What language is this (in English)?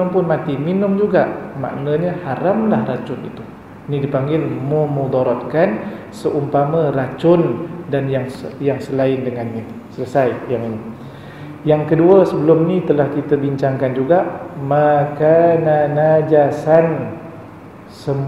Malay